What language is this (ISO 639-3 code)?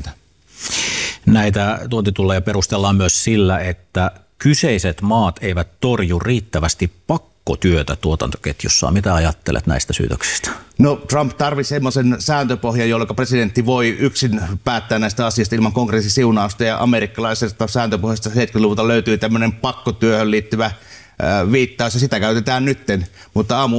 fin